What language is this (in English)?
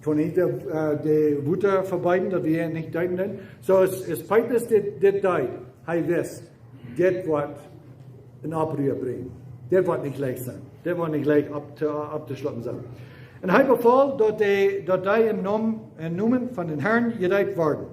Plautdietsch